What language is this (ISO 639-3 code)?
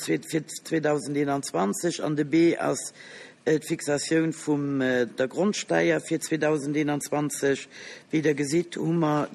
ltz